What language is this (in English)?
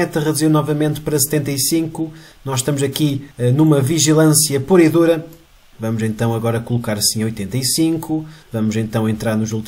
Portuguese